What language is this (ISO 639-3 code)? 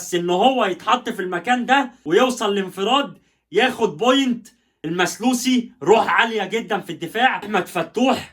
arz